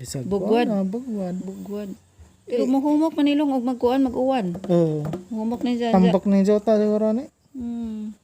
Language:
Cebuano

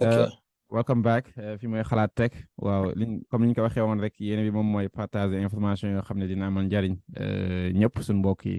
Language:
Wolof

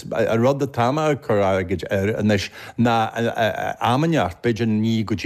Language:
Irish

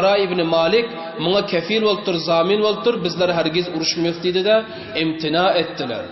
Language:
Turkmen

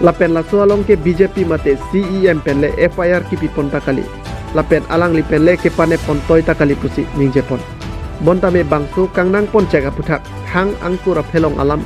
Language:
Karbi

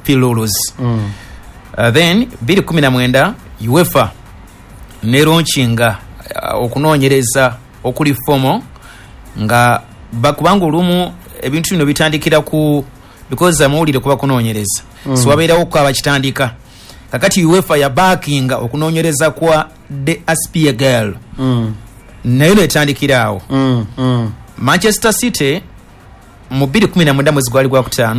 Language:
Ganda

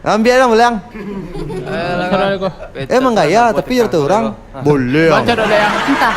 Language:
Minangkabau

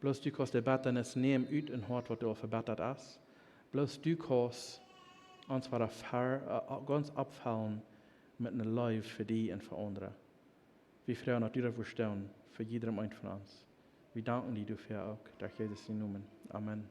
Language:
Plautdietsch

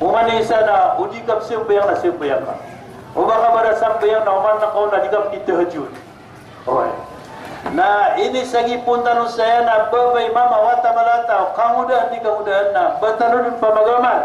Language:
Maranao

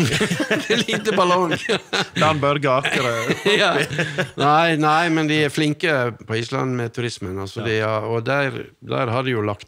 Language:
Norwegian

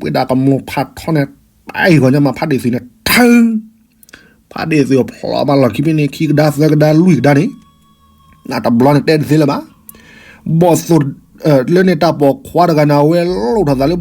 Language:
S'gaw Karen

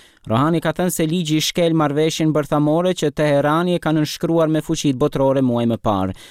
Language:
Albanian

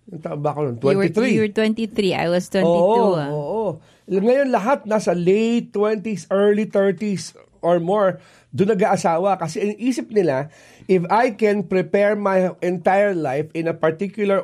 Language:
Filipino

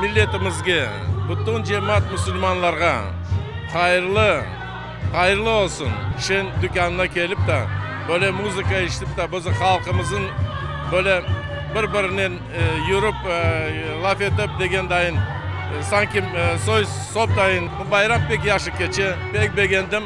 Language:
Crimean Tatar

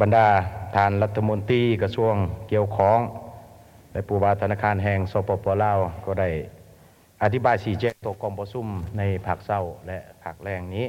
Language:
Lao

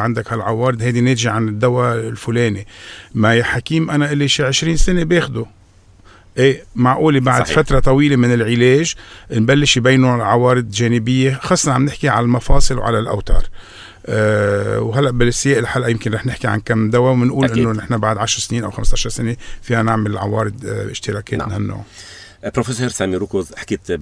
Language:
North Levantine Arabic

